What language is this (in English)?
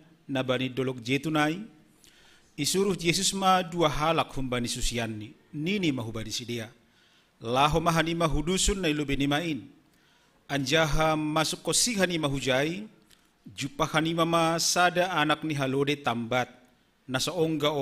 Batak Simalungun